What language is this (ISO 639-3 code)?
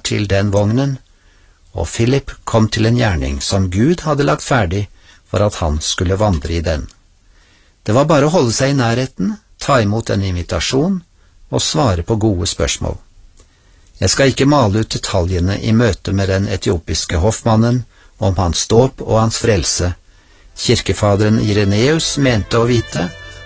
nor